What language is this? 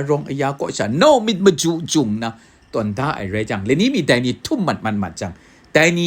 Kachin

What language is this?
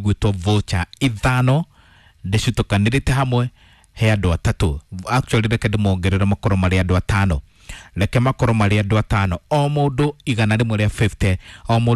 Kikuyu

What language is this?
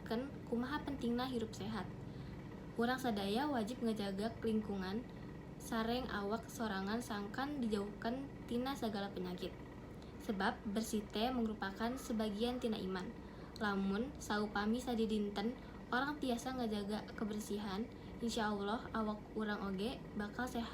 Sundanese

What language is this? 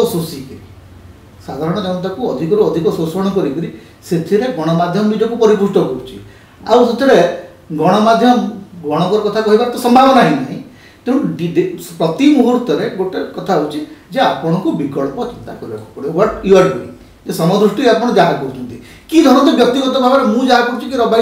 Odia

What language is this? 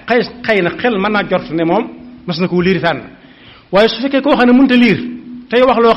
Wolof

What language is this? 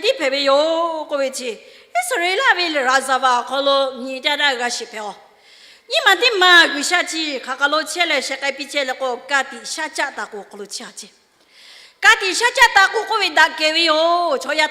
Lahu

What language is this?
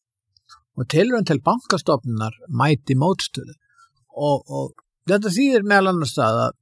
Icelandic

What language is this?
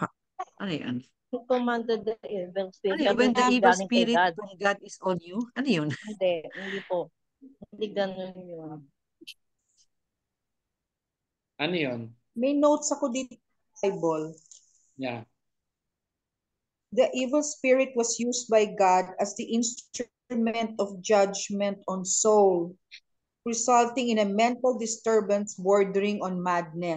Filipino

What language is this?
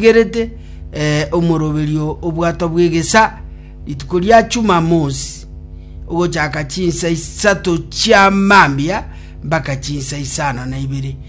Gusii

